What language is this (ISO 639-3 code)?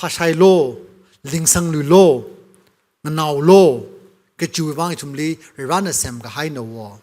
nmf